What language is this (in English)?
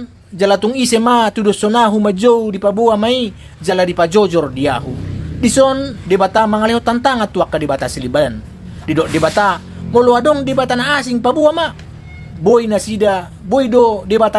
Batak Toba